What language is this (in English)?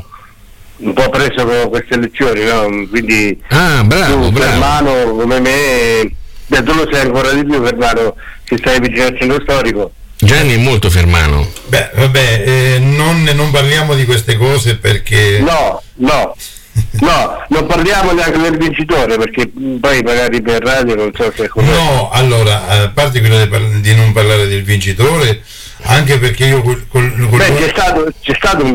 Italian